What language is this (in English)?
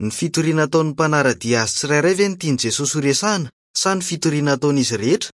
Malagasy